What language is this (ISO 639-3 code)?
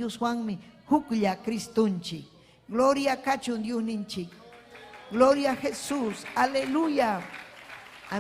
quy